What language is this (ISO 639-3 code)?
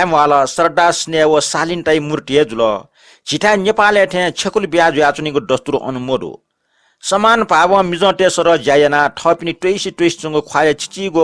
new